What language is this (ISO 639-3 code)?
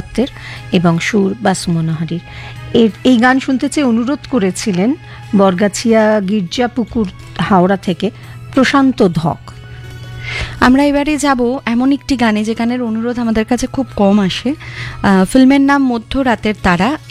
ben